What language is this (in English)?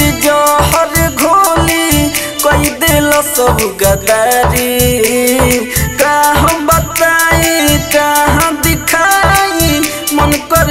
Bhojpuri